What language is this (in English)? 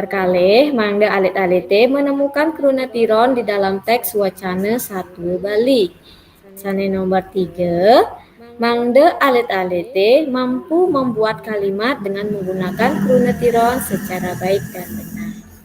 Balinese